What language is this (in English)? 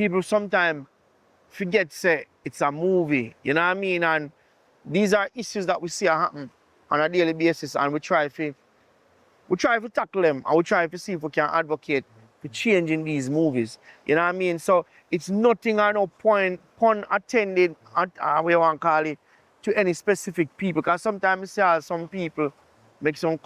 Jamaican Creole English